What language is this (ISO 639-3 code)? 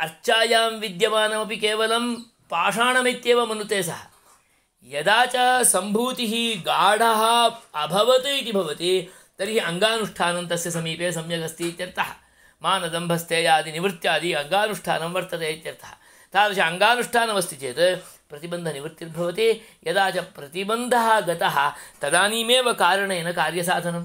san